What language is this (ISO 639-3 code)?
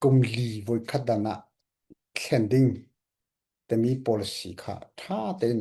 cfm